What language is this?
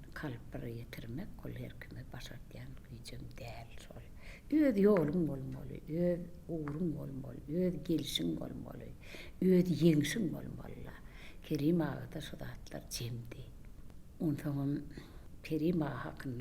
Turkmen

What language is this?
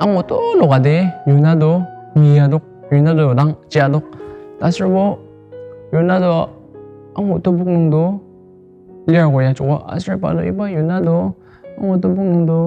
Ao Naga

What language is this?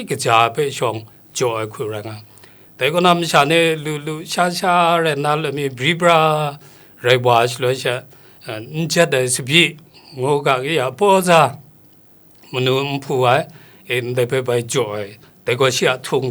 Kachin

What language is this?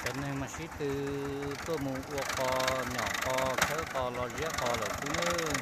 Hmong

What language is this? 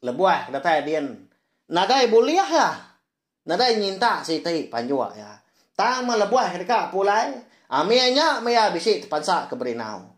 Iban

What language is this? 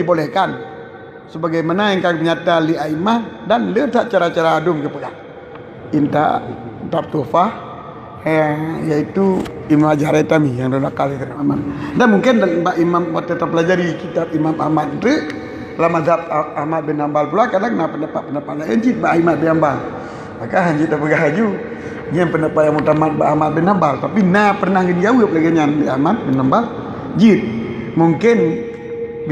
Achinese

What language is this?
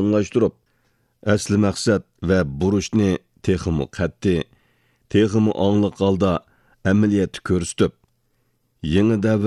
Uyghur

